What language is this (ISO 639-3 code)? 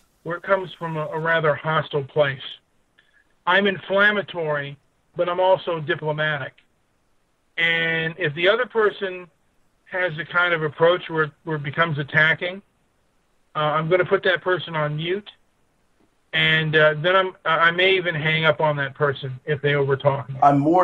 eng